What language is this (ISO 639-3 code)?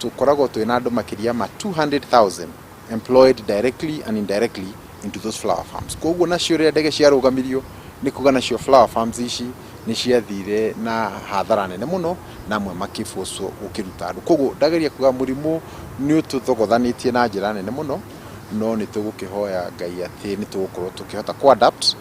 kik